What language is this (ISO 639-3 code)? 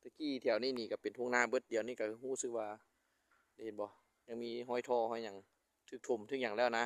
lao